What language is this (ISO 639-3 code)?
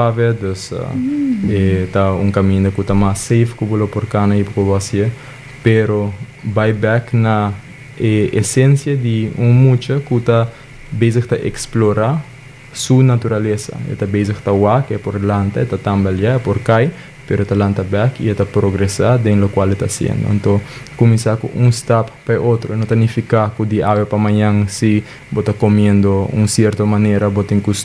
pap